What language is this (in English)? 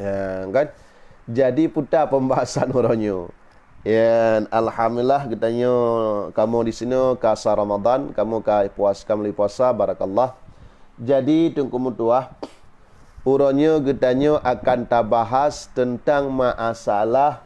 Achinese